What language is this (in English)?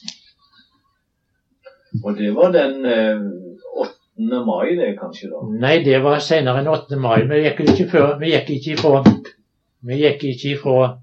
Norwegian